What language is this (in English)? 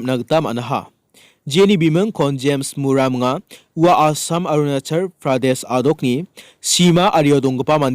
Garo